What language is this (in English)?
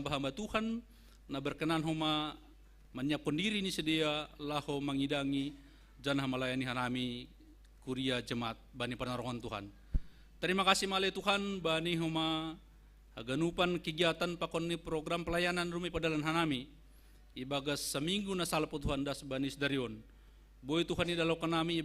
Batak Simalungun